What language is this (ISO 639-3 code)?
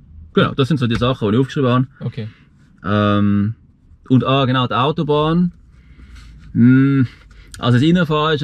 deu